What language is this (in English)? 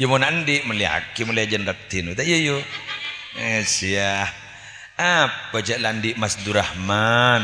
Madurese